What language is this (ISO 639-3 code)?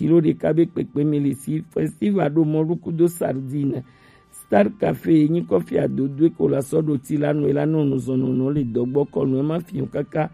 gej